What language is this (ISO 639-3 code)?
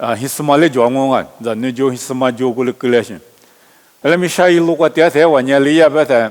lis